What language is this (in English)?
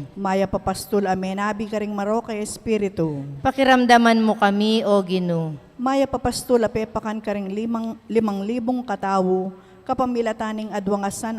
Pampanga